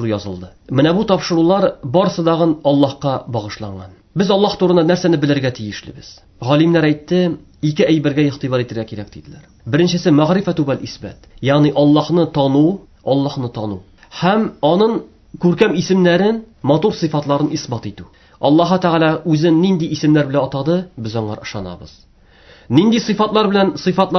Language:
Tatar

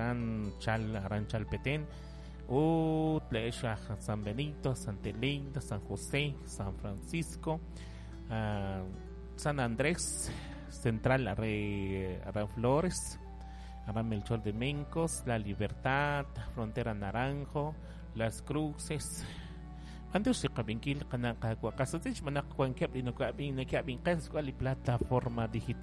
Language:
Kekchí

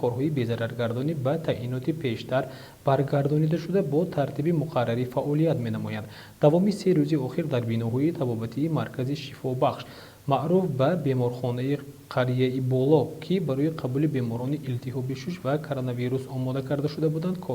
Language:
Tajik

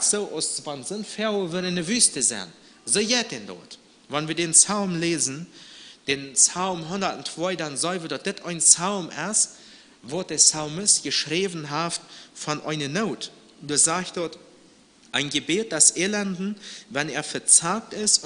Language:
Plautdietsch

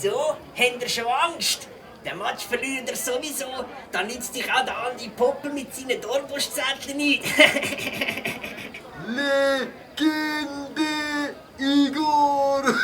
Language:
Swiss German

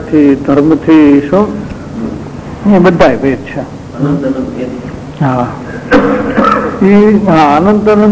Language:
Gujarati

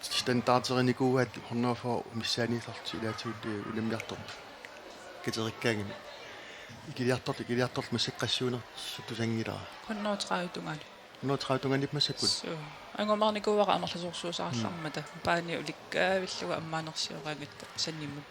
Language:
Kalaallisut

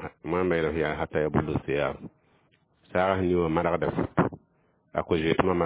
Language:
Mossi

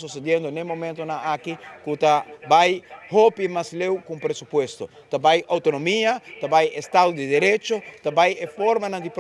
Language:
Papiamento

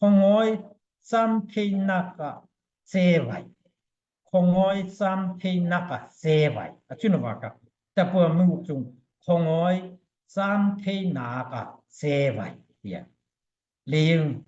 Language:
Daai Chin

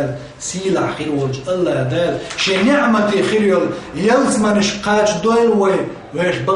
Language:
Chechen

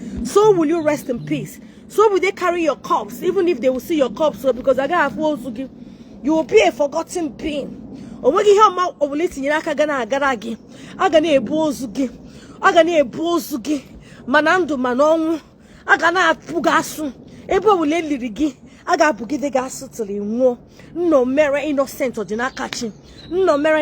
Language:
Igbo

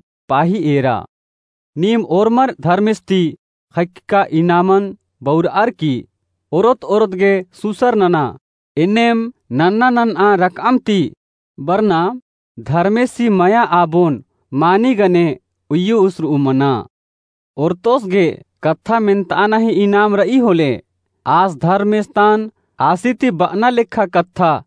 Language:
Kurukh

